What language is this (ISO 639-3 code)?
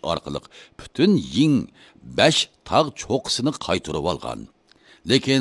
uig